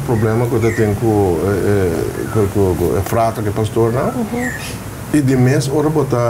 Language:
Papiamento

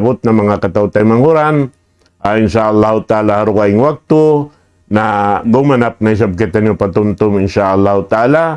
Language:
Tausug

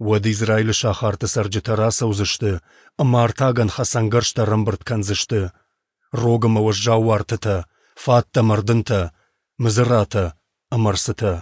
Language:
Ossetic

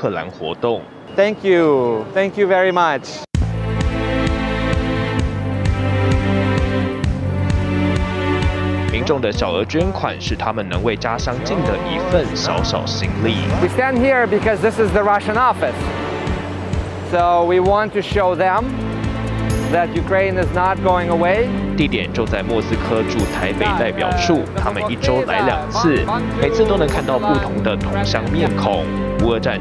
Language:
Chinese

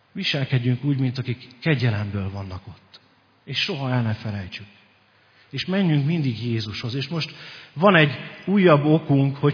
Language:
Hungarian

